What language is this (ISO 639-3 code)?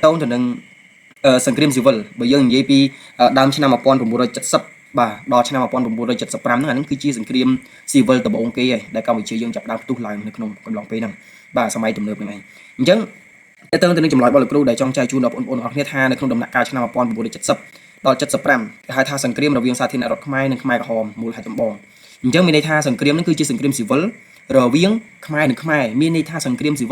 khm